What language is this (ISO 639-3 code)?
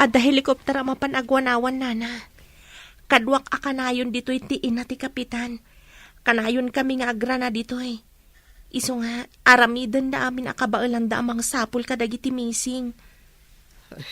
ilo